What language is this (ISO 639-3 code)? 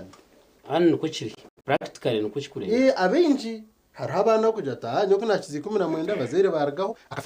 nyn